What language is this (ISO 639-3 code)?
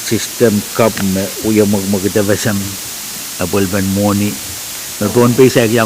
pon